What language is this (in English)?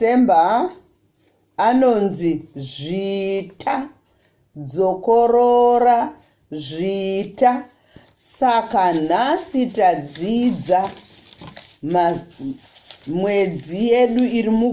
Shona